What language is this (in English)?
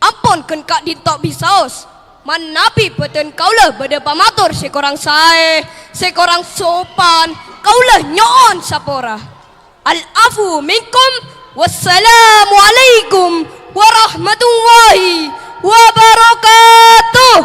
Madurese